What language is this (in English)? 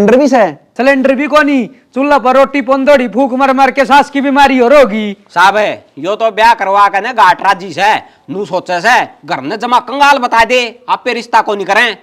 Haryanvi